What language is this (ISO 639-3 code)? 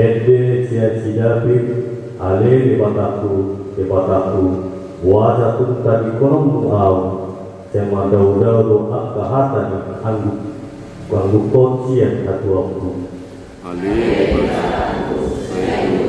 bbc